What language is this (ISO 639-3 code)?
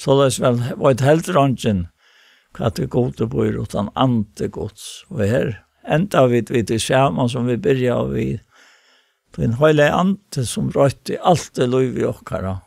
fao